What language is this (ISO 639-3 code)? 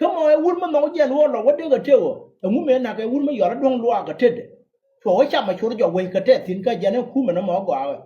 nus